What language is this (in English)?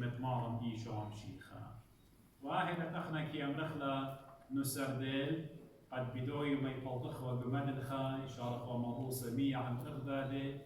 Assyrian Neo-Aramaic